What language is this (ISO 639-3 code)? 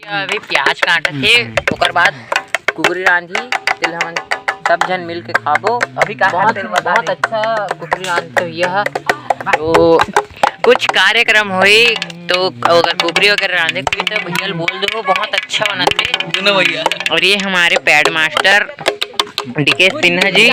hne